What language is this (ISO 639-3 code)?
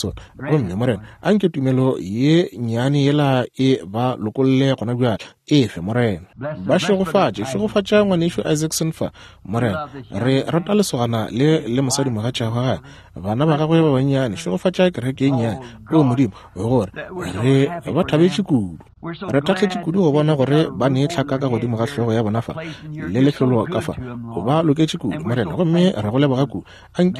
nso